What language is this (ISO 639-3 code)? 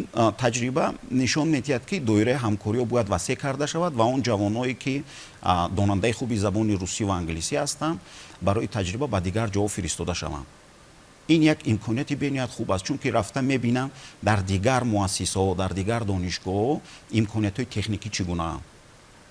tgk